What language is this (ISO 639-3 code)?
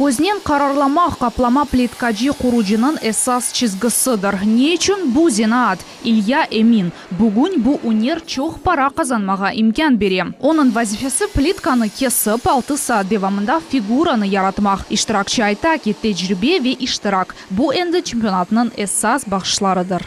crh